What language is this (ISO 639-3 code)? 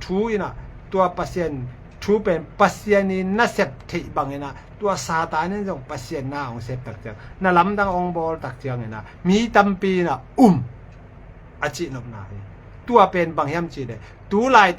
ctd